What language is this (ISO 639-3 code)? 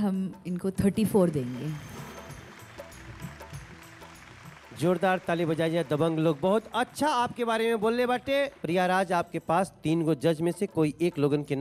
bho